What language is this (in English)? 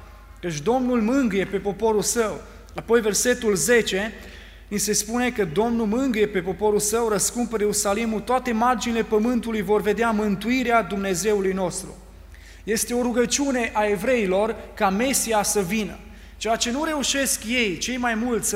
Romanian